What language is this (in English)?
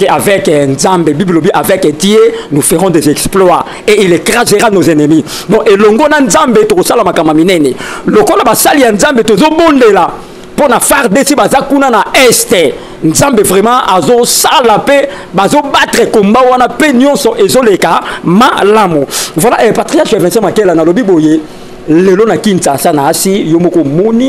Lingala